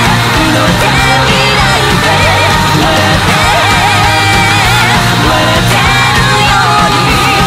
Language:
Japanese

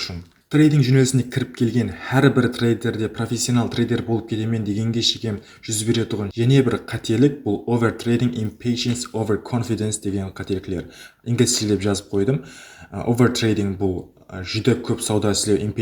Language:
Kara-Kalpak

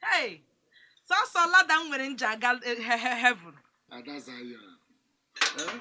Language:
Igbo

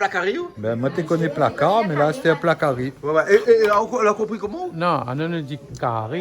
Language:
Réunion Creole French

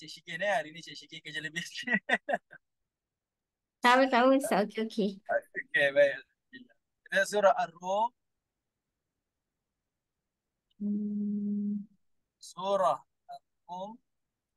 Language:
Malay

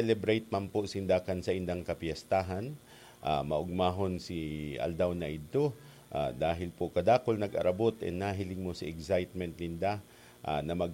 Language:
Bikol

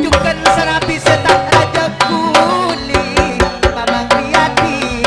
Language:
Madurese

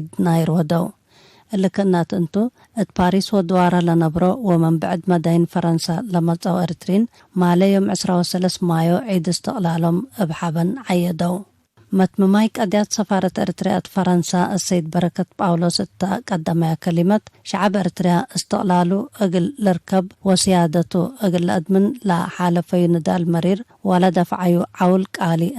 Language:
Tigre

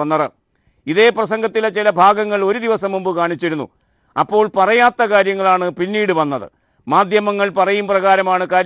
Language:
Malayalam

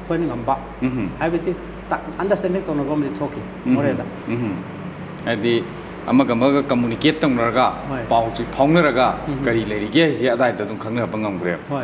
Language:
Manipuri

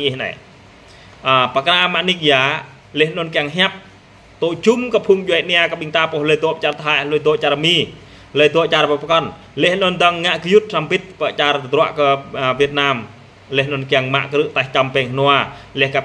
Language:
Jarai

